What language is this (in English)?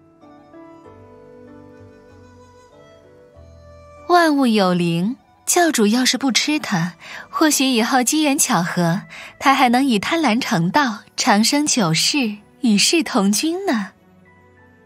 Chinese